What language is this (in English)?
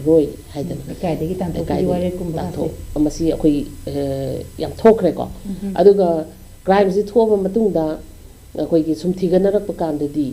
Manipuri